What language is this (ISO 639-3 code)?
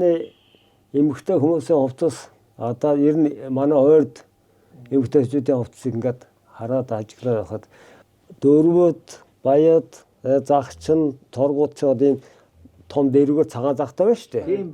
mon